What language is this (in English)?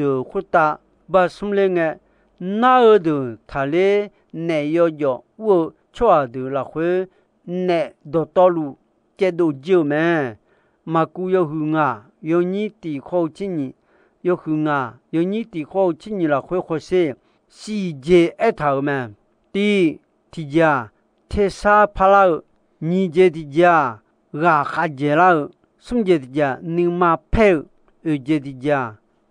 Akha